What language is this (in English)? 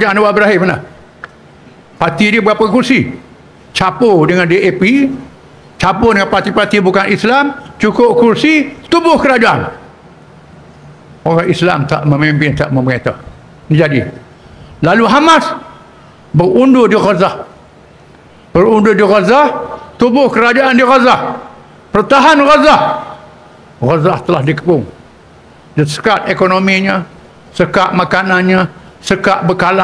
Malay